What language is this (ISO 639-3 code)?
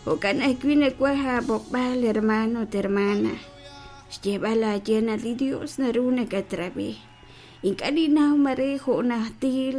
kek